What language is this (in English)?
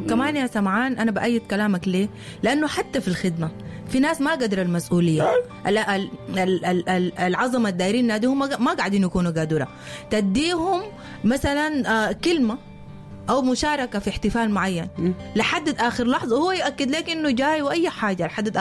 Sudanese Arabic